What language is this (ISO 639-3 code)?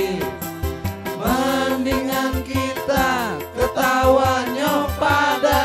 bew